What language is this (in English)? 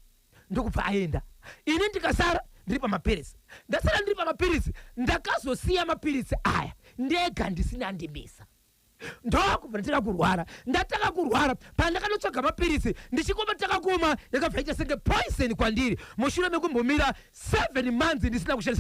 Shona